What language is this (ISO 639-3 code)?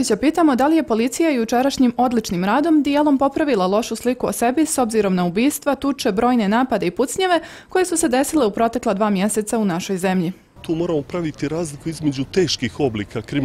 bos